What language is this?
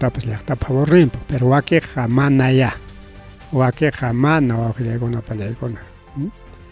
Ayacucho Quechua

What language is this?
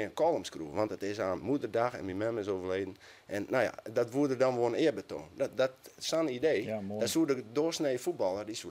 Western Frisian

